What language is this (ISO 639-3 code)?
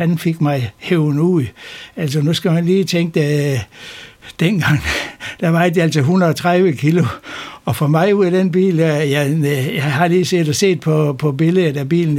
dan